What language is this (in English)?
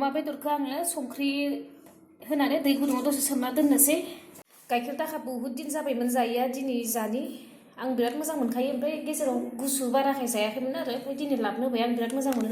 Bodo